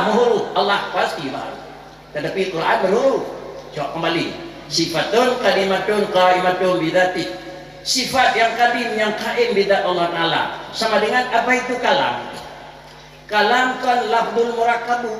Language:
Achinese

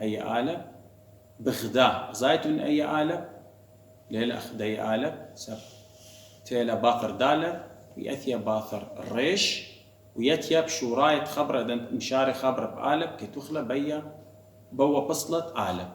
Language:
Assyrian Neo-Aramaic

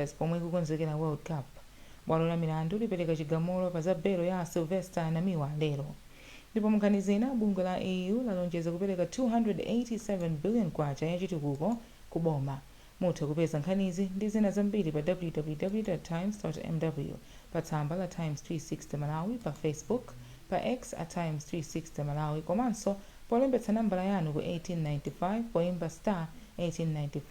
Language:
Nyanja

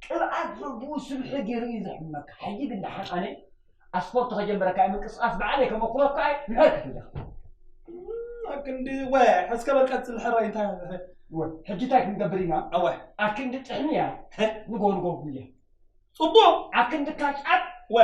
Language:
Tigrinya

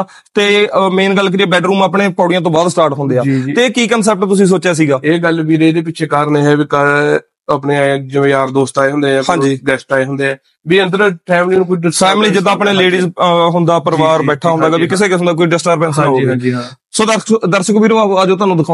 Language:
Punjabi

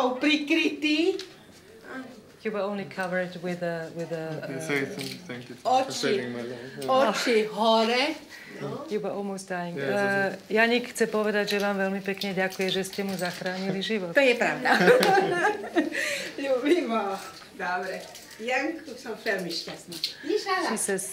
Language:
Slovak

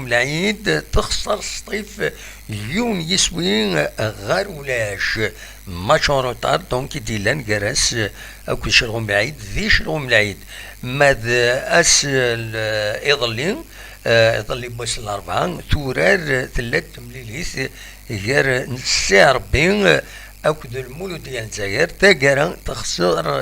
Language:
Kabyle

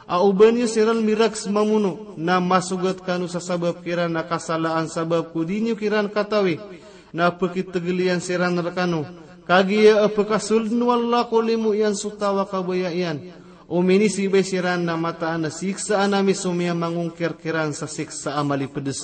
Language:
Maranao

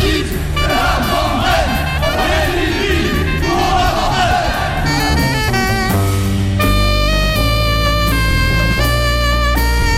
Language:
French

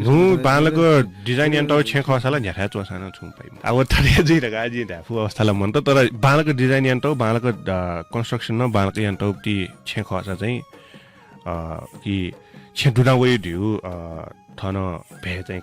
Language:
Newari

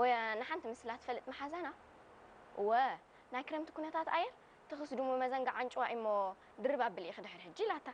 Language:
Tigrinya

